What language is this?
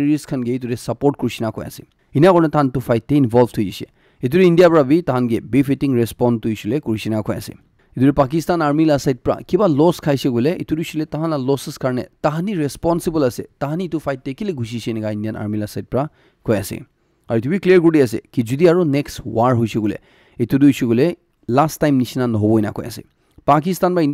Naga Pidgin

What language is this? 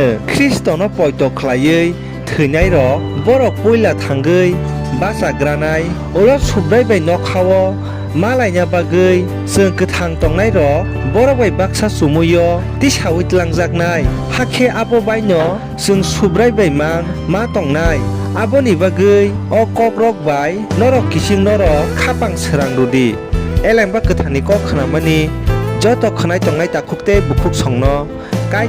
Kok Borok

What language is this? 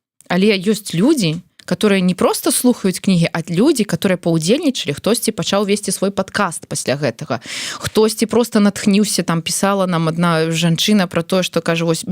Belarusian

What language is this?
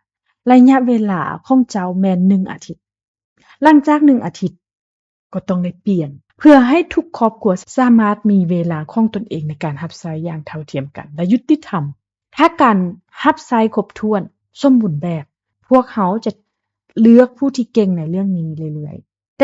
Lao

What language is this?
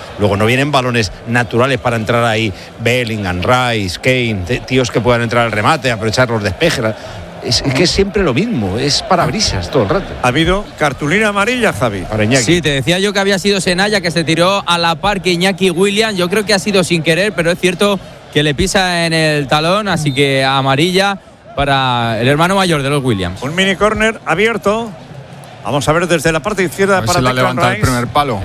Spanish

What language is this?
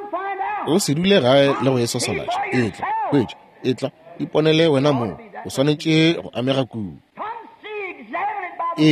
Northern Sotho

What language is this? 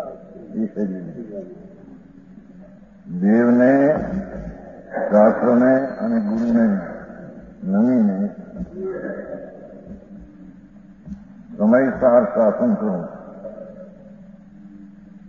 Gujarati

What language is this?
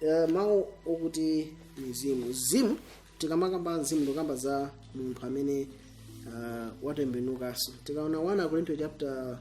Nyanja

